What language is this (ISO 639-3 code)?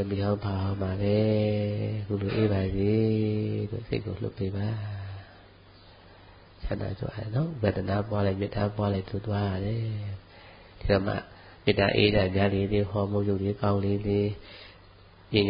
mya